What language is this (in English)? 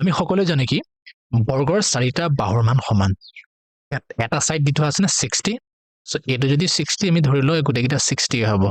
Assamese